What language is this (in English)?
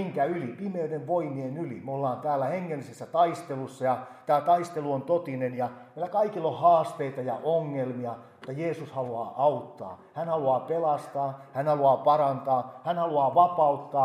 Finnish